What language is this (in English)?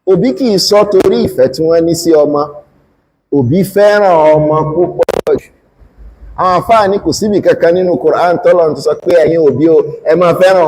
Yoruba